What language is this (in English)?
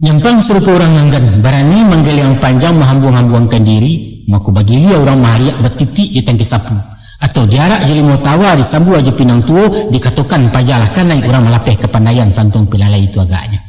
Minangkabau